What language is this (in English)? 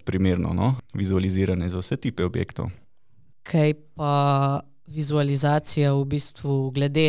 Slovenian